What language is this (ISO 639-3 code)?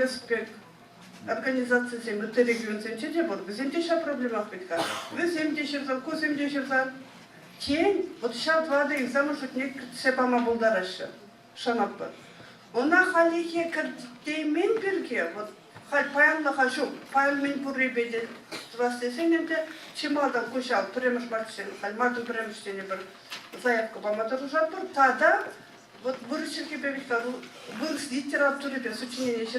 chv